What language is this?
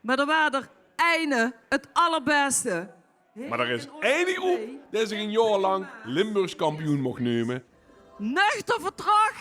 Limburgish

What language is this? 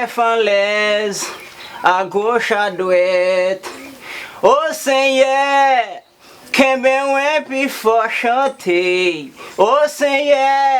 Haitian Creole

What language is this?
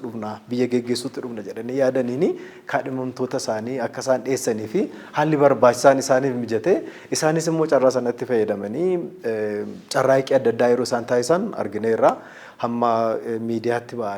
Oromo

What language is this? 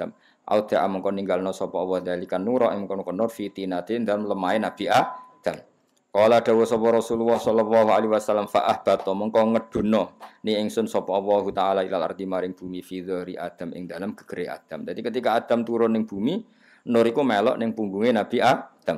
Javanese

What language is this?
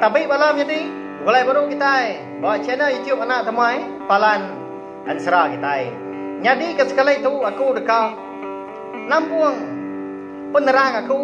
Iban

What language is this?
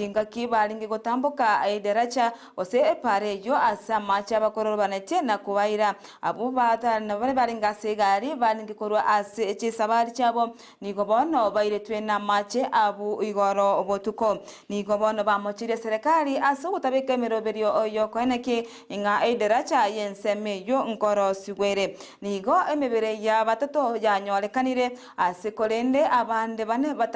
Gusii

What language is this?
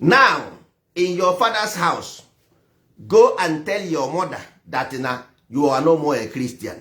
Igbo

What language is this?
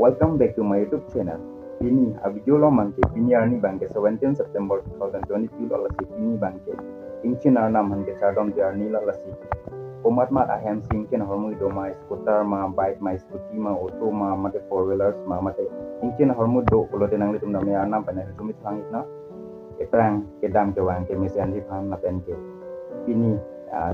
Karbi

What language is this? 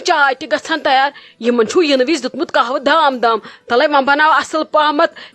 Kashmiri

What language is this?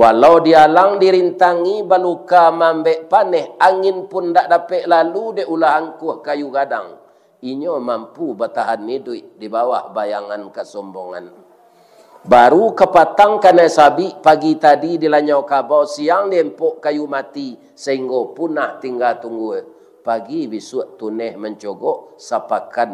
Minangkabau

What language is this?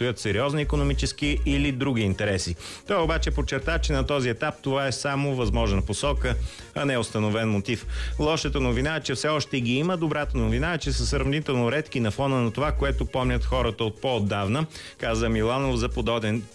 Bulgarian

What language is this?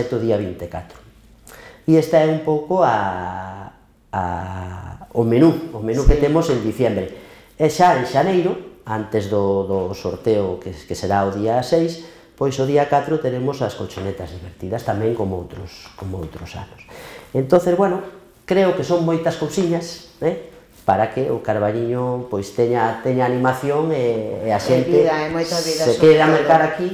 Galician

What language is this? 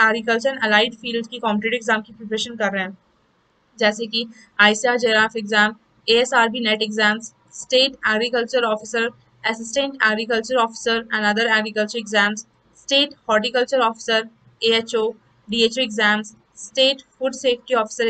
Hindi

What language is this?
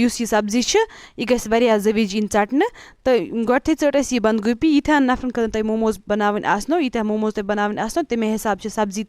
Kashmiri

